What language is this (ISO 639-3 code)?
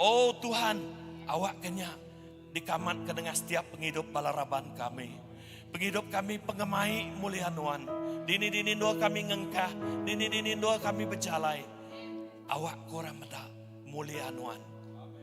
iba